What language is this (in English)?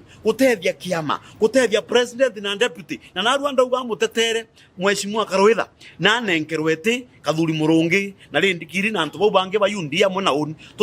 Meru